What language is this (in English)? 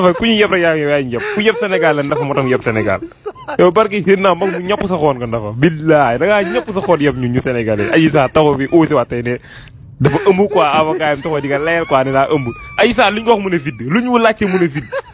Wolof